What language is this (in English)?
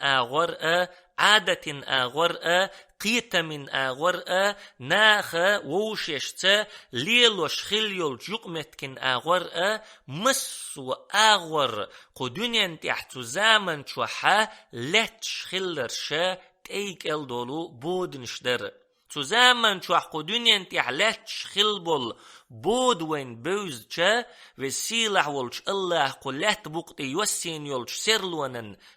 Chechen